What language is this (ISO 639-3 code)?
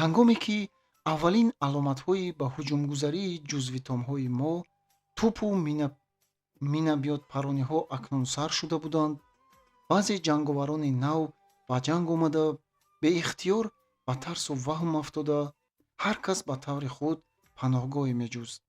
tgk